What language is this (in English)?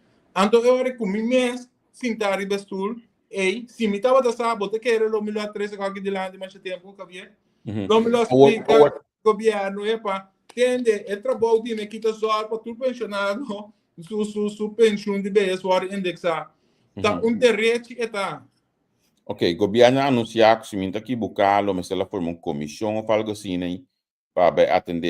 Papiamento